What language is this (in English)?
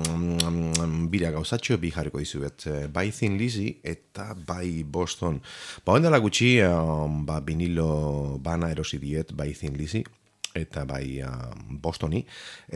Basque